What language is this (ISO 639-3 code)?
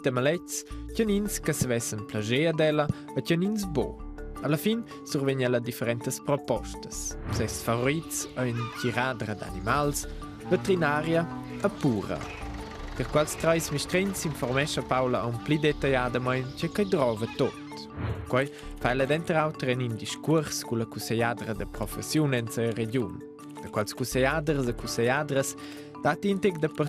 roh